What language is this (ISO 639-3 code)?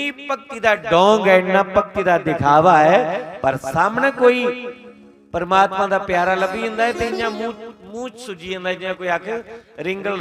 doi